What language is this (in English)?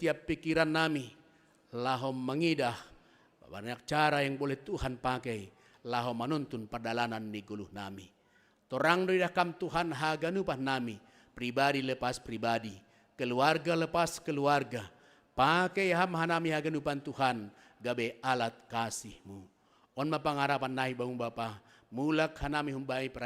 Batak Simalungun